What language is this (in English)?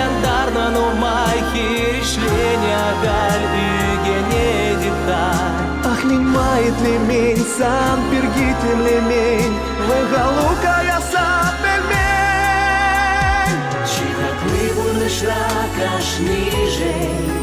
Chuvash